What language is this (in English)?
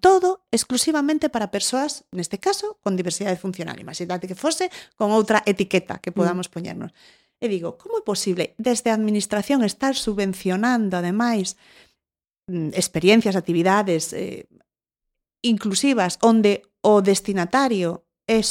Galician